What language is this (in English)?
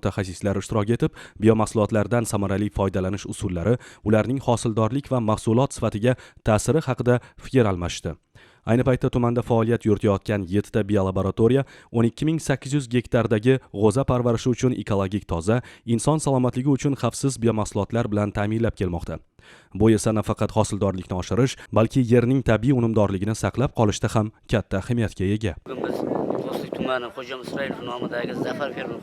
Uzbek